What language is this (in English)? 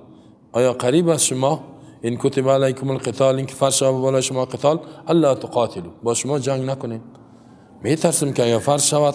Persian